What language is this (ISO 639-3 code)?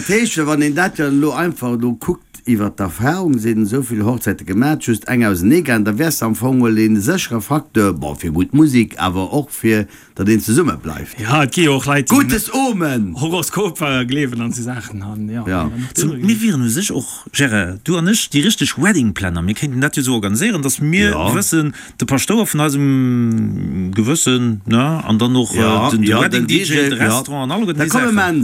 ltz